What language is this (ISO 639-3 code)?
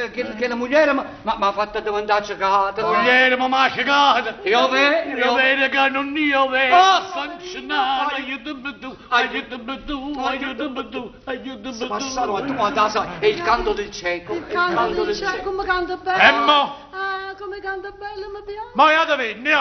nap